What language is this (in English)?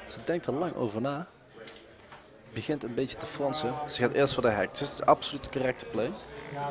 Dutch